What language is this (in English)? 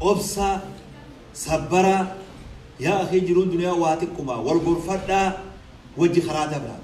Oromo